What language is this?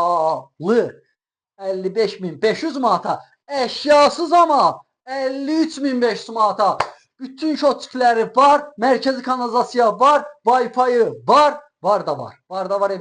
Azerbaijani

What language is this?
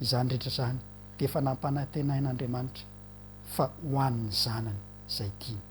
Malagasy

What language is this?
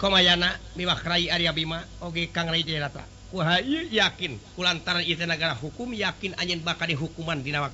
Sundanese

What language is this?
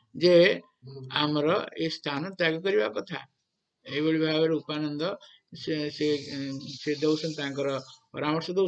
Odia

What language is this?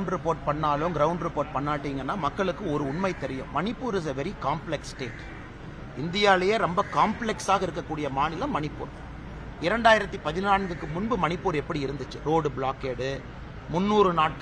Tamil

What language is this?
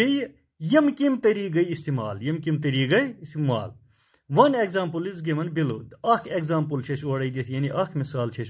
Kashmiri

